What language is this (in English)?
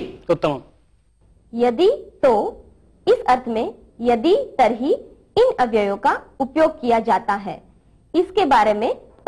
Sanskrit